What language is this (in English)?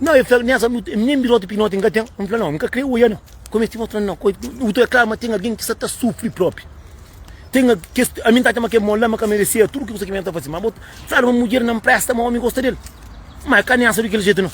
Kabuverdianu